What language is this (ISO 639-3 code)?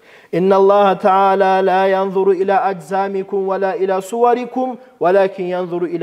kum